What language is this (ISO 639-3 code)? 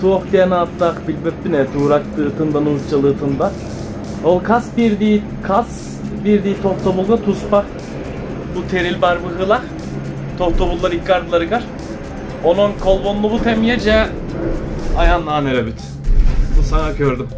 sah